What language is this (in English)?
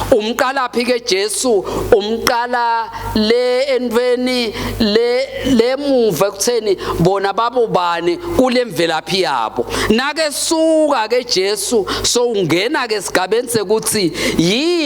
Swati